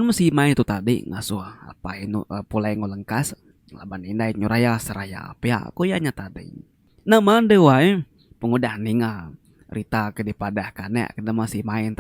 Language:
Iban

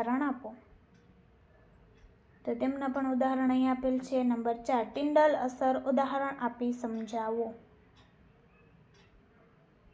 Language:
Gujarati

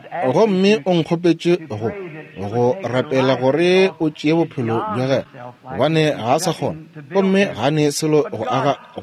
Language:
Northern Sotho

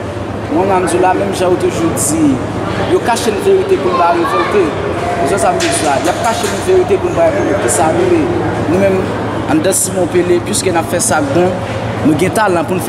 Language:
Haitian Creole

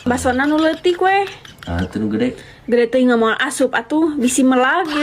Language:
Sundanese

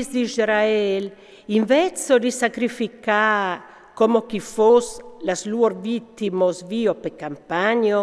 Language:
Friulian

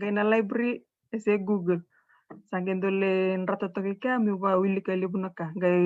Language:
Fijian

